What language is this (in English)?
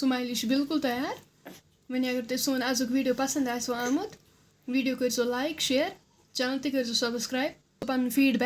Kashmiri